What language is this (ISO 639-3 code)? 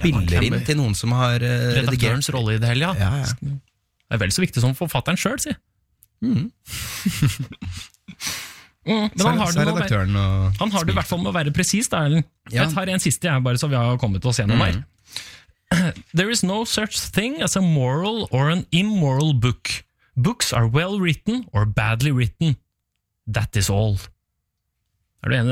nor